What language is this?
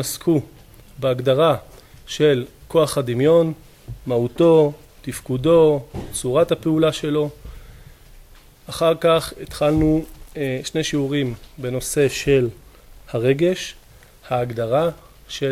Hebrew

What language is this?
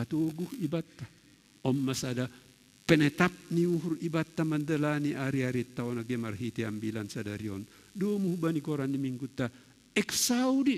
Batak Simalungun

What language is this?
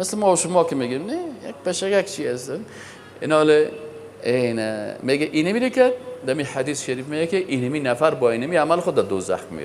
Persian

